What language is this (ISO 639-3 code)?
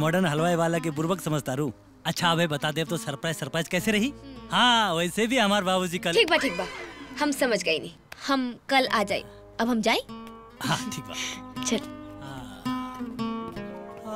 bho